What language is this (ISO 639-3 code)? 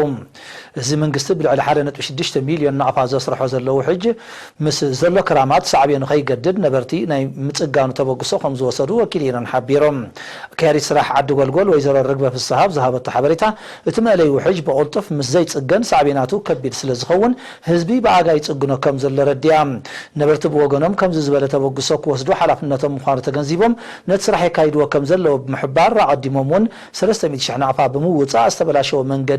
tir